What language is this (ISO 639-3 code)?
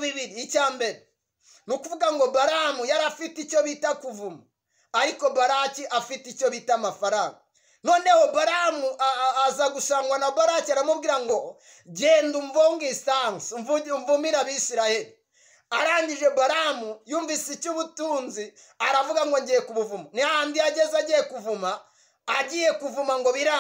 kin